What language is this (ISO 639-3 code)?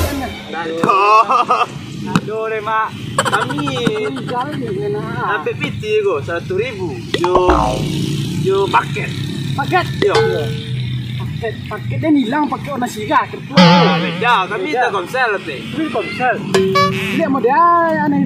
min